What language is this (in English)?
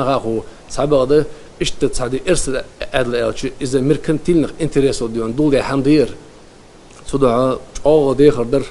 Ingush